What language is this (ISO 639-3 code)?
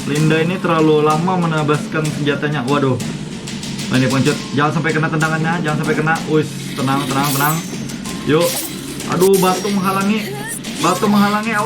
bjn